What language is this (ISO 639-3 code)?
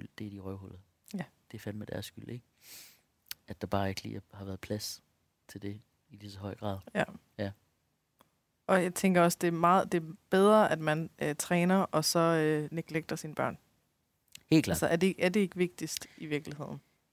dan